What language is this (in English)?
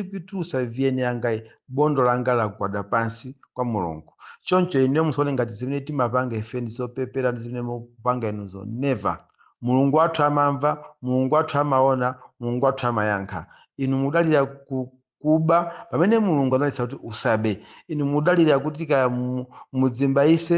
Nyanja